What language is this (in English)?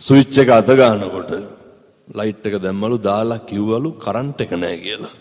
Sinhala